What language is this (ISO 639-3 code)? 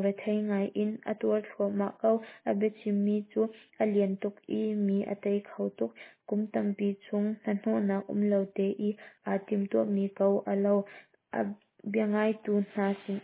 cnh